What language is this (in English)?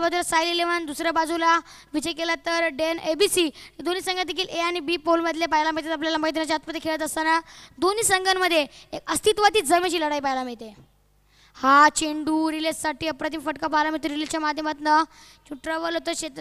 Marathi